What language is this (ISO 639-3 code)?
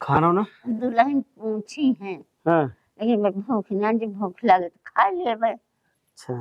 awa